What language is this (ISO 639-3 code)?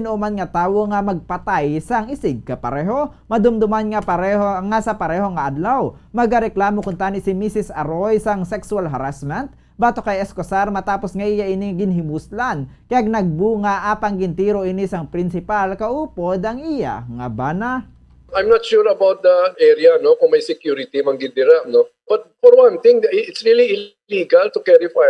hil